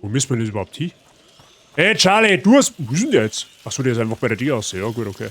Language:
Bavarian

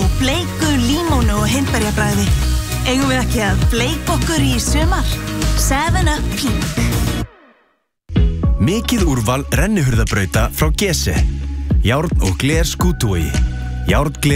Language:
Icelandic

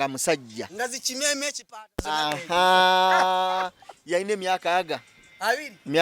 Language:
Ganda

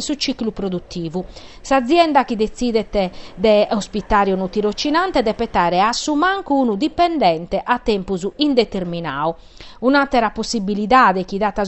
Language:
Sardinian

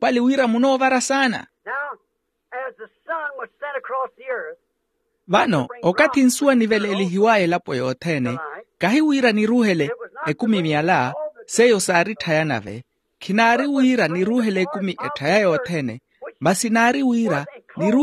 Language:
Makhuwa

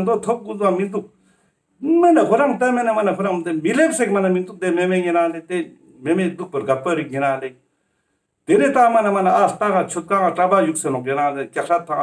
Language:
Ladakhi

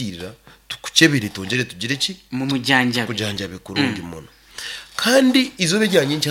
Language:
Nyankole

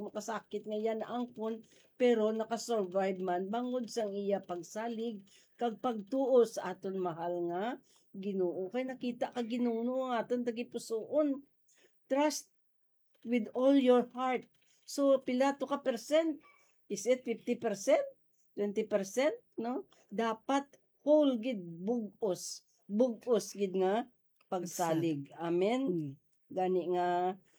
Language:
Hiligaynon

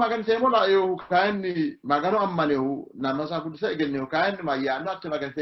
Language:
Sidamo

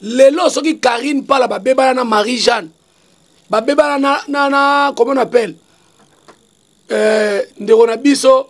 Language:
Lingala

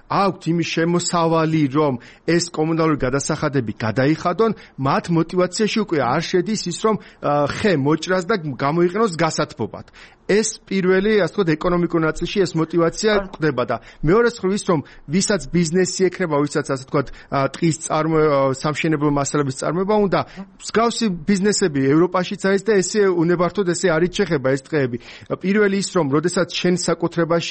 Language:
Georgian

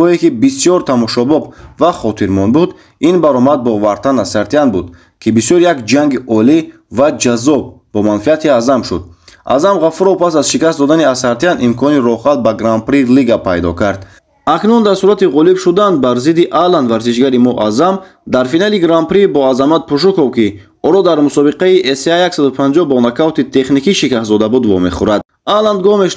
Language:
Tajik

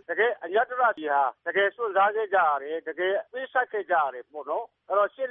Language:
Burmese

